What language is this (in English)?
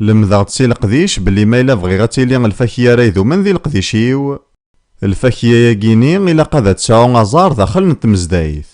Kabyle